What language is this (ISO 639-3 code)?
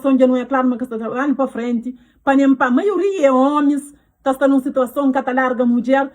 kea